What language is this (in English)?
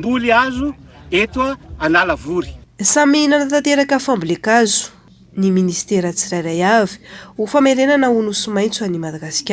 Malagasy